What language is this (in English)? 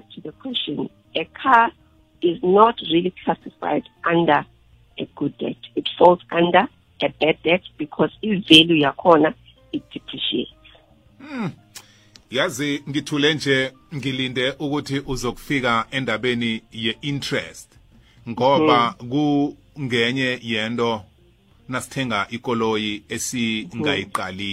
South Ndebele